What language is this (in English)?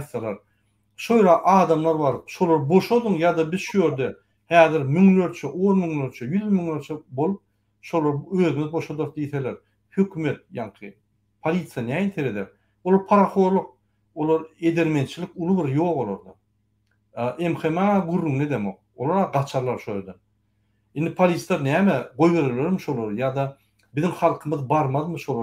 Turkmen